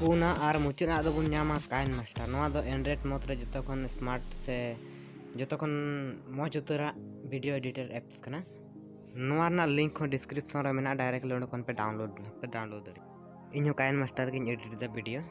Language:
Santali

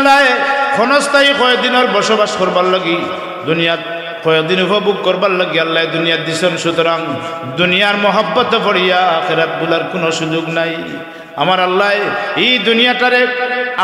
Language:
Sylheti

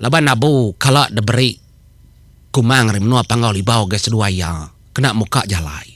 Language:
Iban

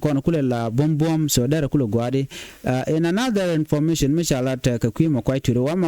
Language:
Nuer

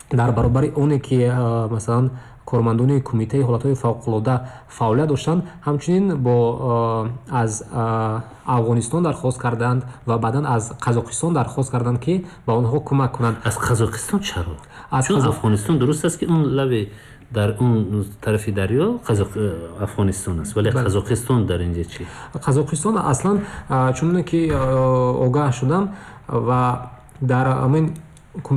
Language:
Tajik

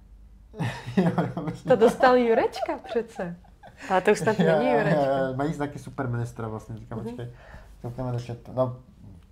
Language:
Czech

